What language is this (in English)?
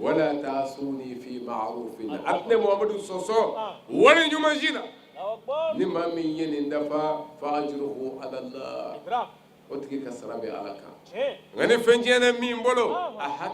Bambara